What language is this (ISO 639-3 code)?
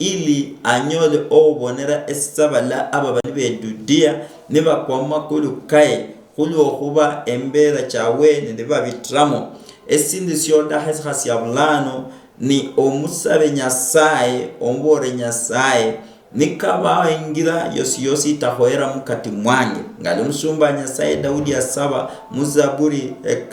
luy